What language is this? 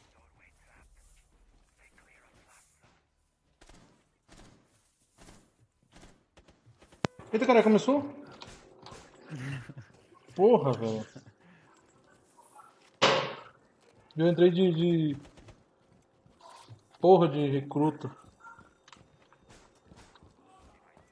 Portuguese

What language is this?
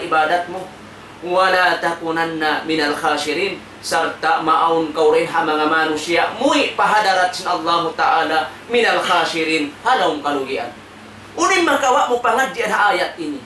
Tausug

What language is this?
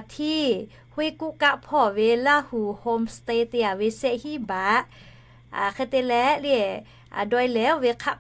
Lahu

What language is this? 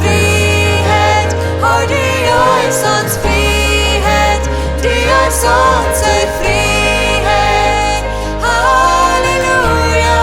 Plautdietsch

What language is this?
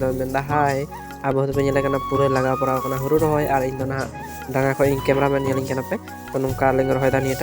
Santali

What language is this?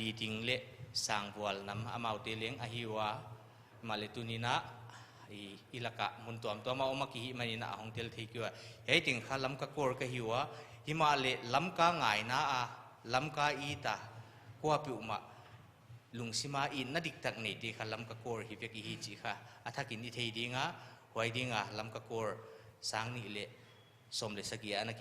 Paite Chin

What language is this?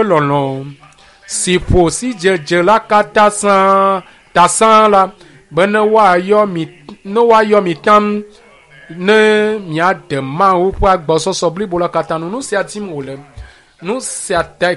Ewe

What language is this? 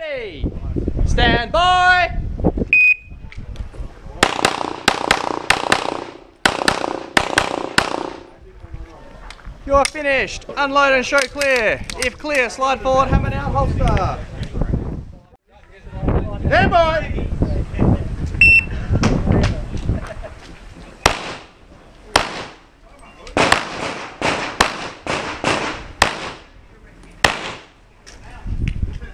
English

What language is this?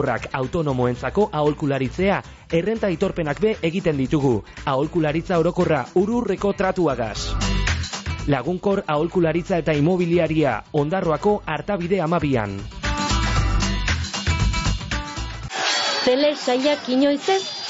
Basque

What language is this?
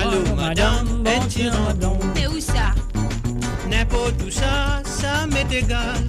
Morisyen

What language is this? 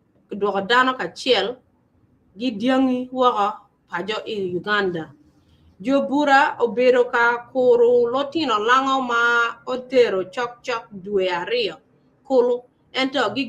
Acoli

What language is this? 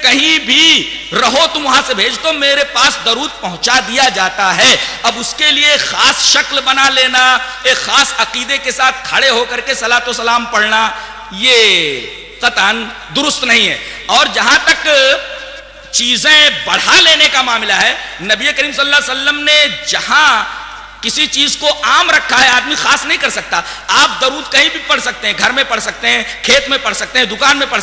Urdu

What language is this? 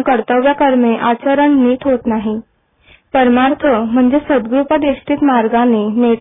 Marathi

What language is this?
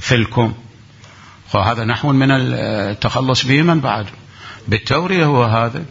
Mesopotamian Arabic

